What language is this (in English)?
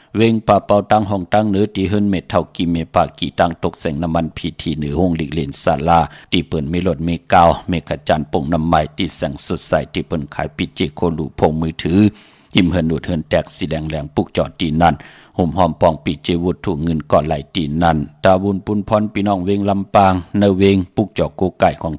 Shan